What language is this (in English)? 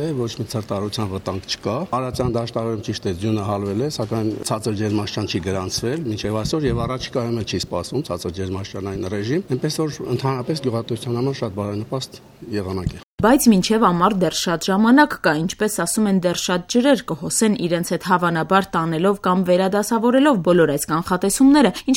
Armenian